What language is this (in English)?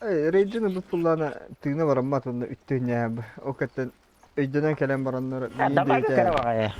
Yakut